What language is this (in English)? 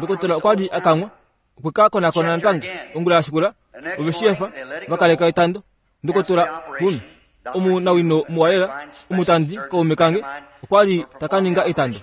Kuanyama